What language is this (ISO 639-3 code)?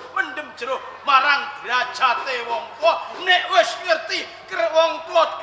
jav